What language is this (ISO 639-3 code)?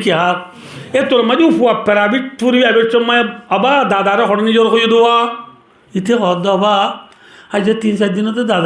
rhg